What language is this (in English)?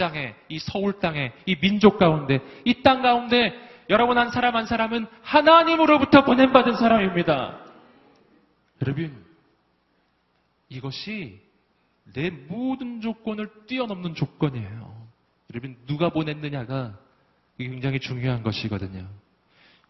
Korean